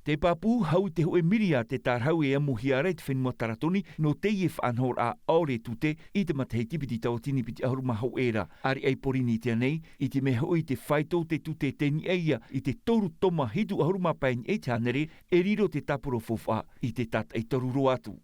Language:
Tahitian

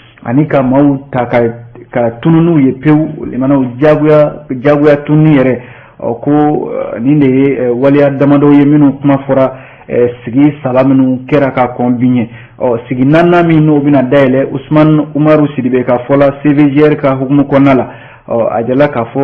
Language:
Bambara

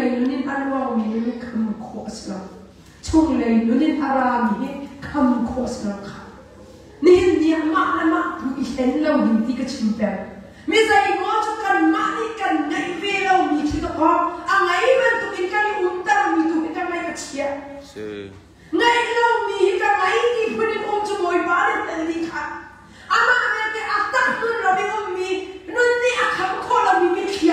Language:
Hakha Chin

